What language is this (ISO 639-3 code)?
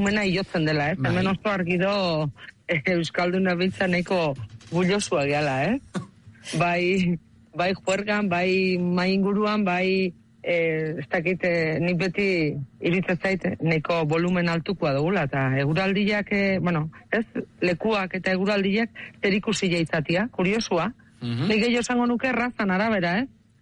eus